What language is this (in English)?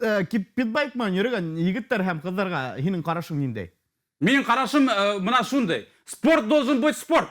Bashkir